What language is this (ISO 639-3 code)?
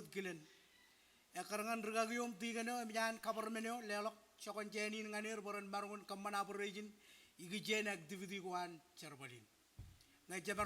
mah